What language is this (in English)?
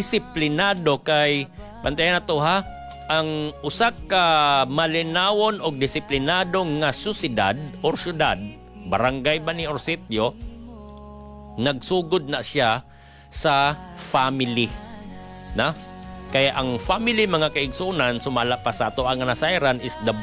Cebuano